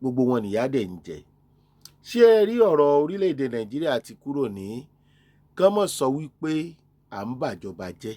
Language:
Yoruba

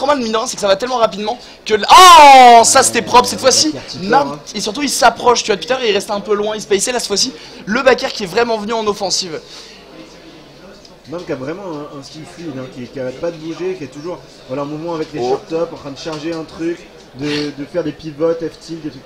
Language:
French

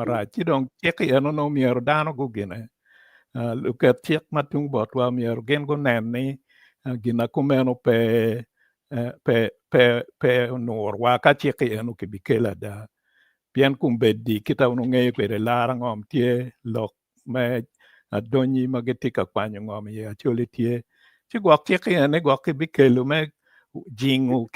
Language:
Acoli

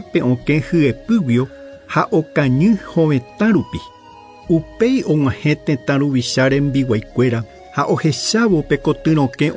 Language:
Guarani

